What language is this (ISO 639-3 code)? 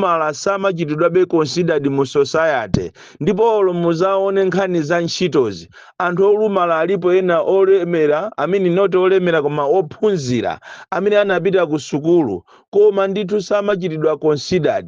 nya